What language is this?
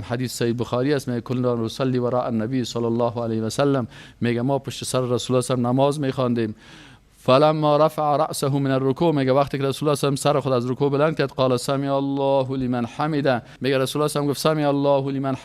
Persian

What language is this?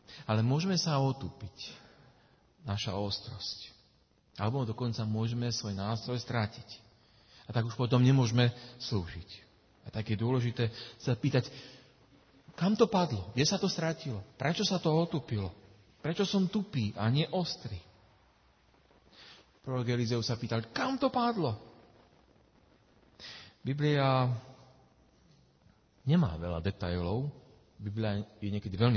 Slovak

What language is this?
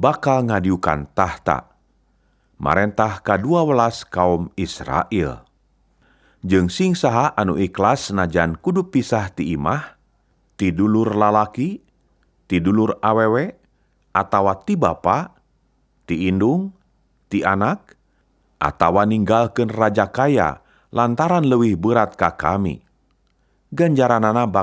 Sundanese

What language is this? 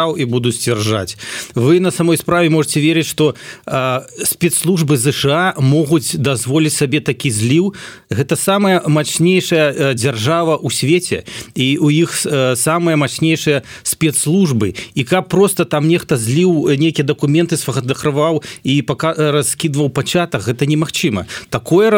Belarusian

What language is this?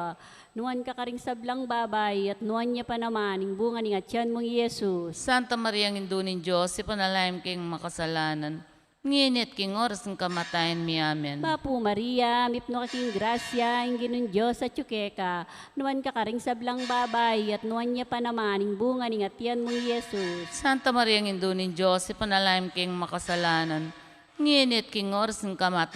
Pampanga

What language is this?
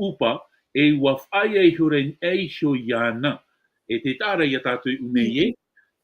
Tahitian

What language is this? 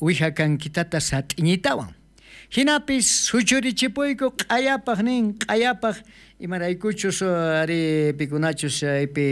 South Bolivian Quechua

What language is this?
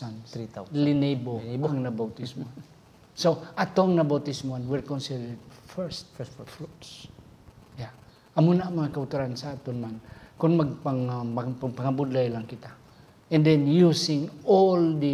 Hiligaynon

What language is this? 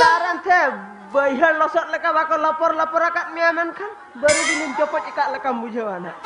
Santali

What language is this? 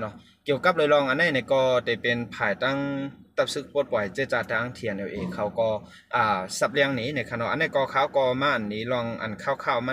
Shan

